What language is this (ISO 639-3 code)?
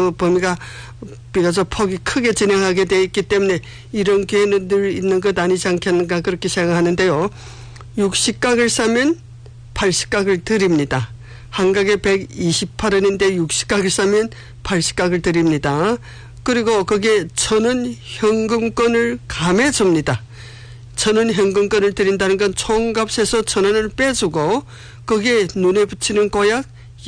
kor